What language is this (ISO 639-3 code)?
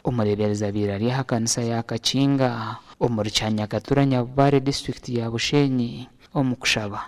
nyn